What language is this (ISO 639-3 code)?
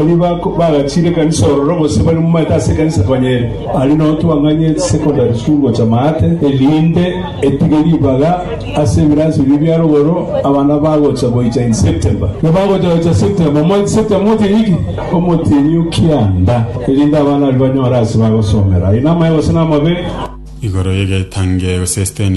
guz